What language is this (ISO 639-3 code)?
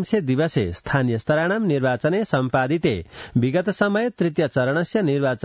san